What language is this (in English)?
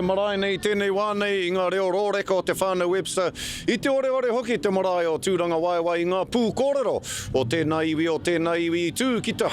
Māori